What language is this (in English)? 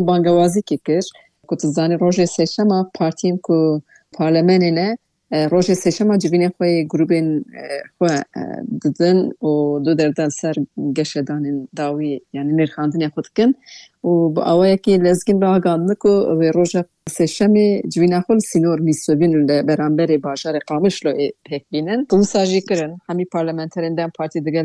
Kurdish